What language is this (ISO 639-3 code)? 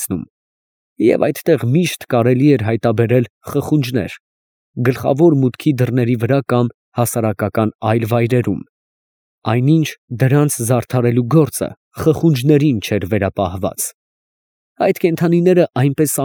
hye